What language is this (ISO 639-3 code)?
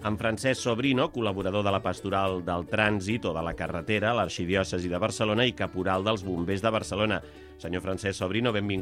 cat